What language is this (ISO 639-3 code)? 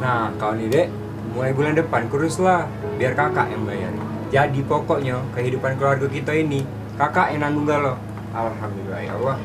mui